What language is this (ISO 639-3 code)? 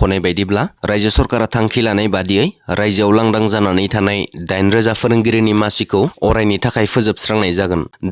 brx